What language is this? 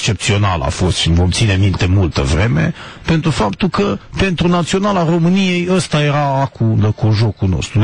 Romanian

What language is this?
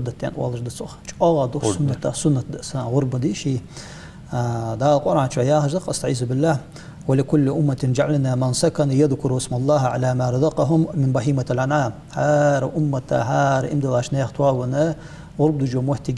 Ingush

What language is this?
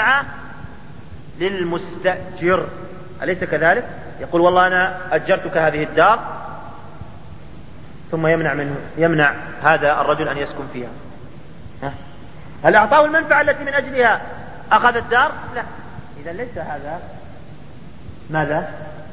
Arabic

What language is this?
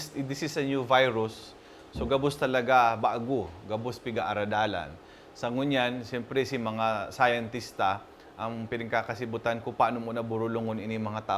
Bikol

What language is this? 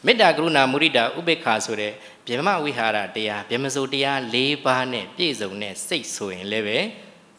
Burmese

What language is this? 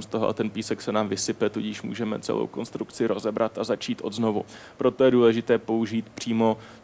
Czech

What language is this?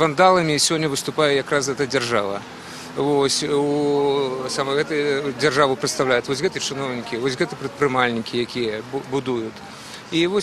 Belarusian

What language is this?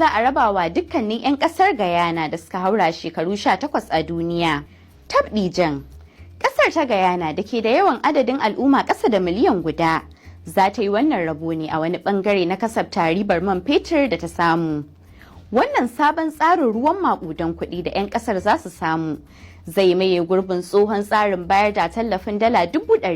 Hausa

